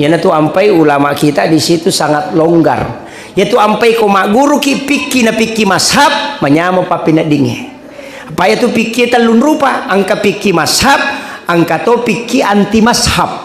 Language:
Buginese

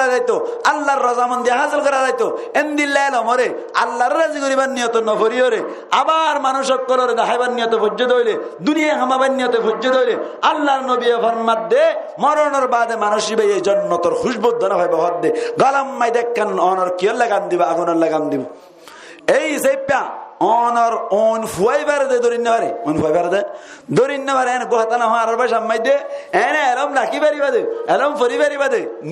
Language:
Rohingya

